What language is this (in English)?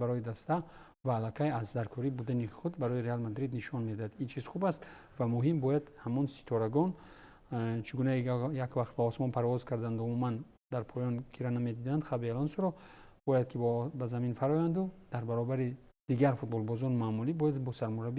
Tajik